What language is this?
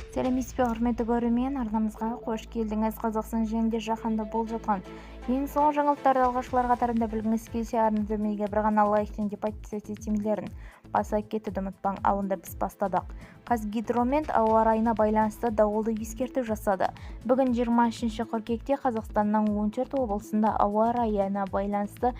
Kazakh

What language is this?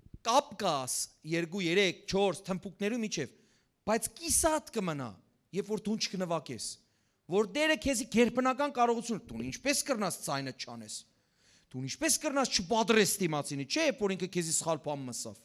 Western Armenian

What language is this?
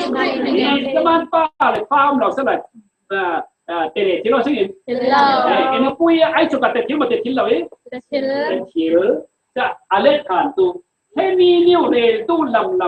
Falam Chin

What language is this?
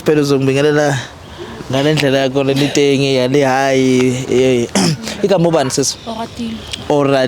Zulu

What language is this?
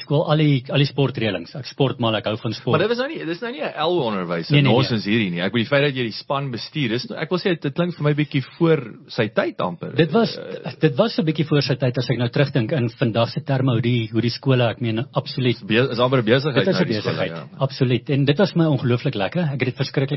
Afrikaans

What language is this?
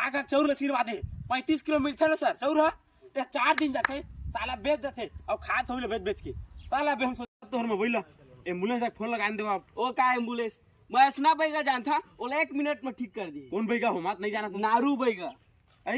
Chhattisgarhi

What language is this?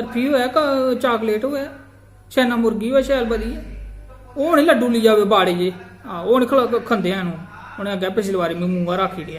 Dogri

